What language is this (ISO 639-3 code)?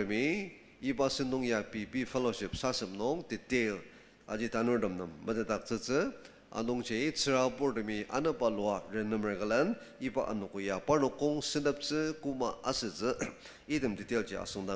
njo